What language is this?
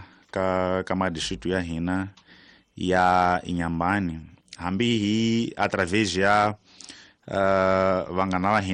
Tsonga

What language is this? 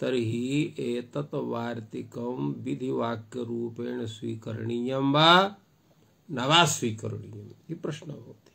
Sanskrit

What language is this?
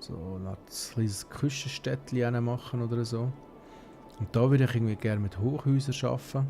Swiss German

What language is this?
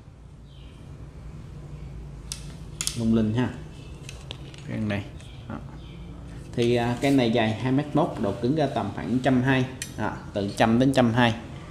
Vietnamese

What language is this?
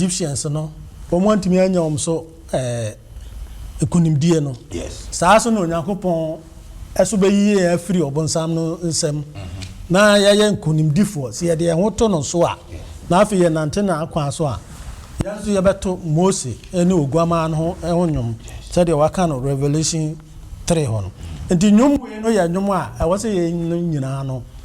Akan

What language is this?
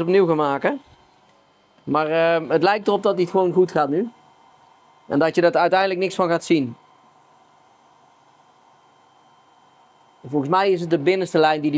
Dutch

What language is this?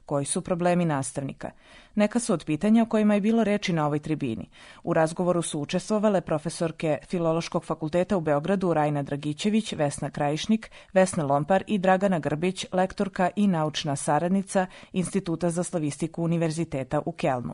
Serbian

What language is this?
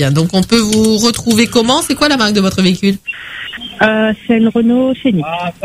French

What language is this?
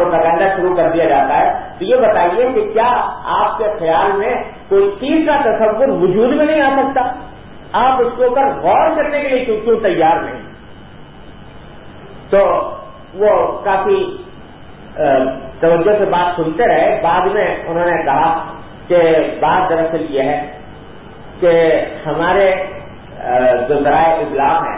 Urdu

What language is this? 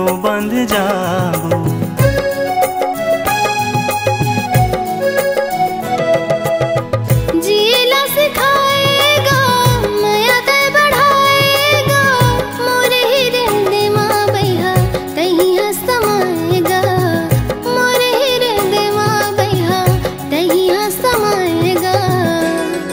Chhattisgarhi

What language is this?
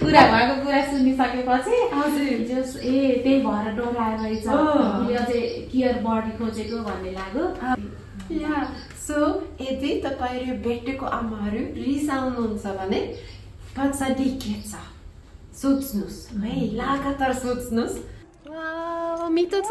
Nepali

